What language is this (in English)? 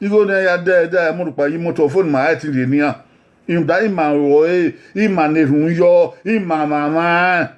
Bini